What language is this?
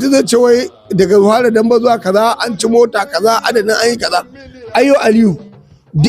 Hausa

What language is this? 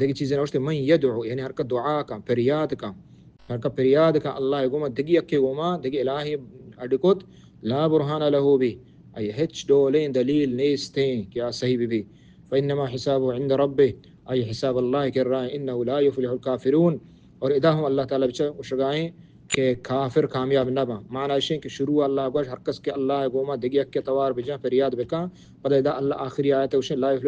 Baluchi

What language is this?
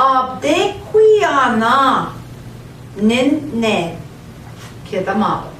Central Ojibwa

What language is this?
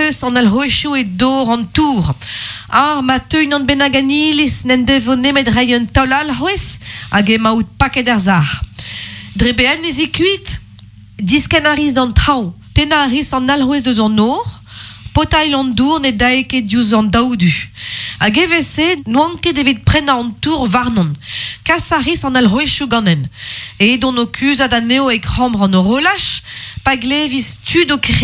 Breton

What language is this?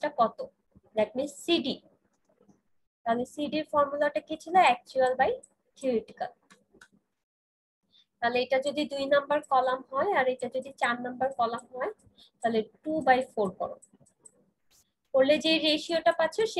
Bangla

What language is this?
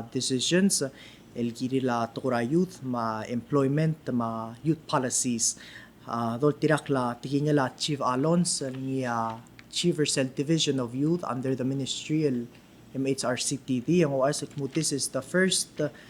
Palauan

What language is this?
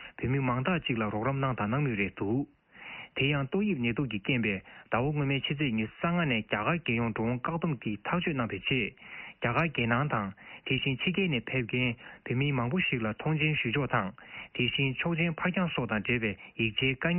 Tibetan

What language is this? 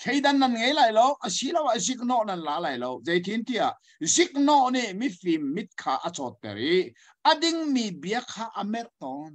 Hakha Chin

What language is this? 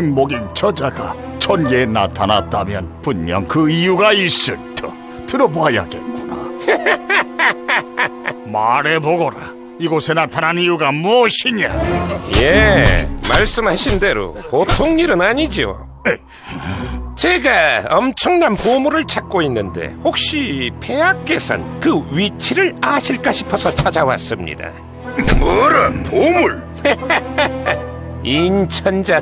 Korean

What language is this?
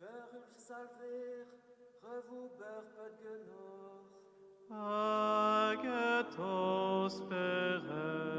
Breton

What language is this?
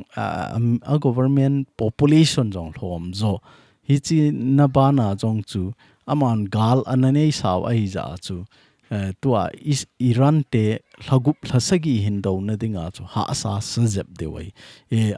Thado Chin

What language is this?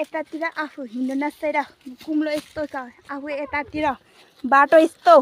Nepali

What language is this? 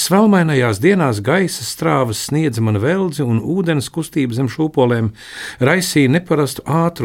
Latvian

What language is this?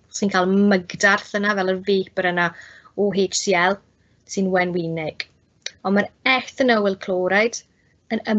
Welsh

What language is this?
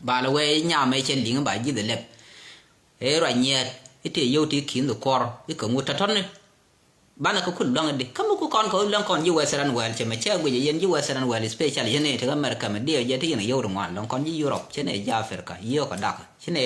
Nuer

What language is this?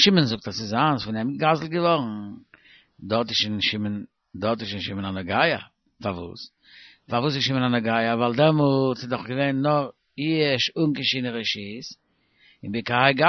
Yiddish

